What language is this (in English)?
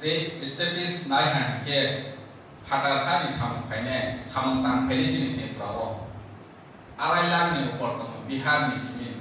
Kok Borok